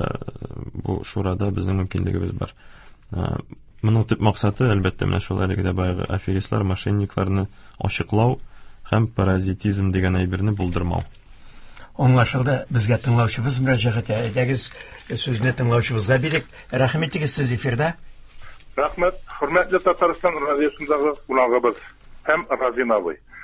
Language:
Tatar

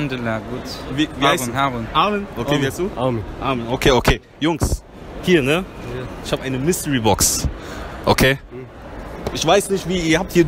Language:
German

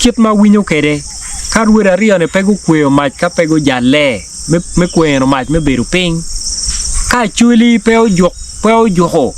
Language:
Acoli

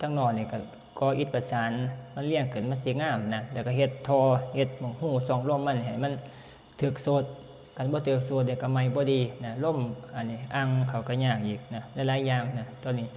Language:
Northeastern Thai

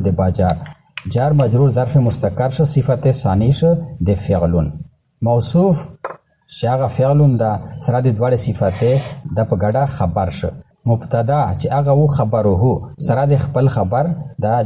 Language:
Pashto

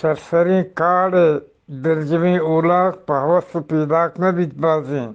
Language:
Eastern Balochi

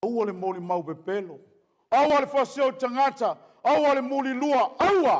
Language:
Samoan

